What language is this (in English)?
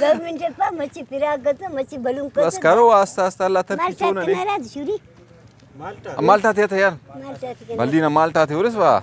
Brahui